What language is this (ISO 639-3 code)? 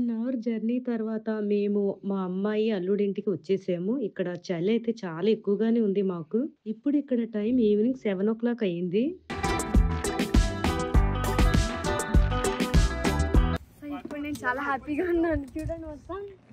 tel